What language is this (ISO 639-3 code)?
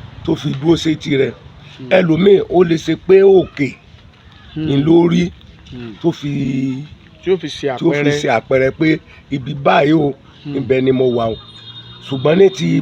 yor